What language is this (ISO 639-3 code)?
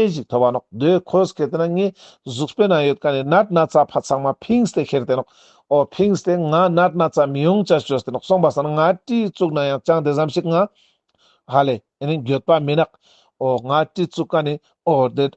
lbj